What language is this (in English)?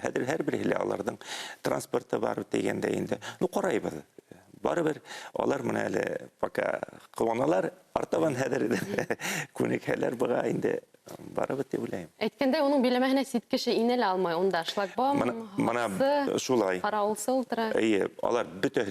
Bashkir